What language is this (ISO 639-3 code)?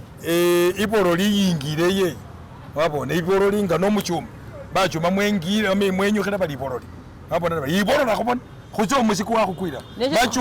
myx